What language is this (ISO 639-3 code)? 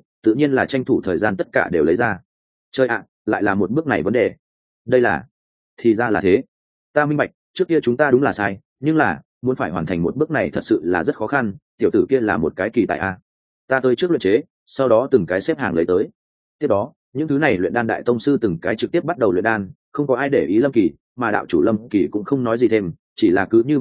vie